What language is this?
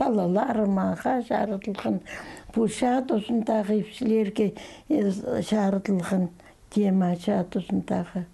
Khakas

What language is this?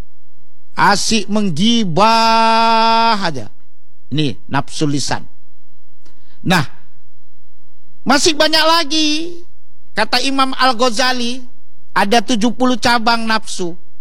Indonesian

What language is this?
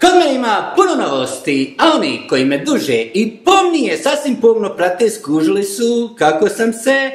Bosnian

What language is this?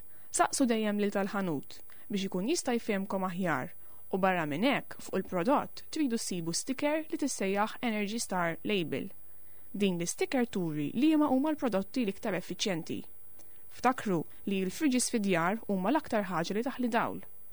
Maltese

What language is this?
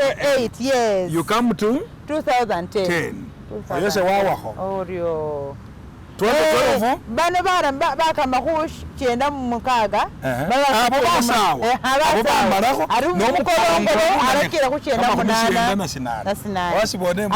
Masaaba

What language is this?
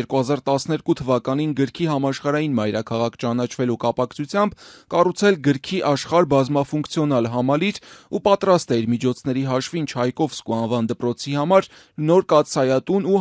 Armenian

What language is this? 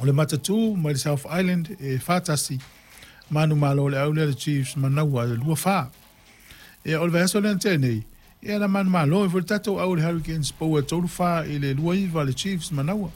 Samoan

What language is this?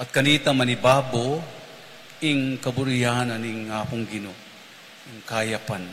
Pampanga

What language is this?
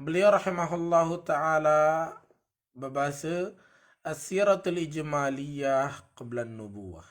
Sasak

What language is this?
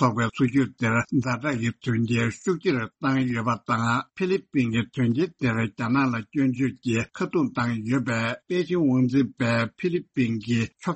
Tibetan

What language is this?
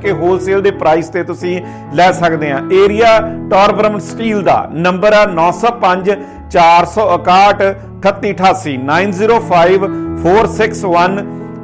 Punjabi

